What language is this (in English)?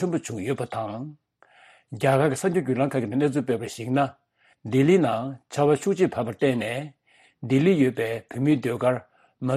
Tibetan